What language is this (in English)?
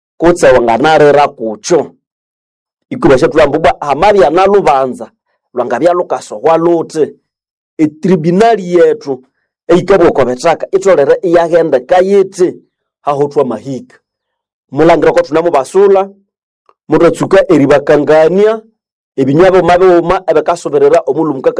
Nande